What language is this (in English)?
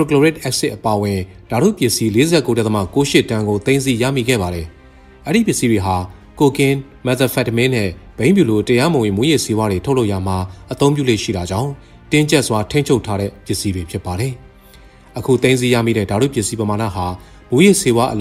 Burmese